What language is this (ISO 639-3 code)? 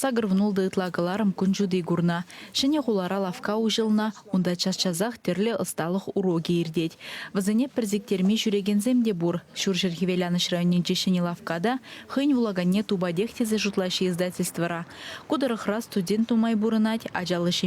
chv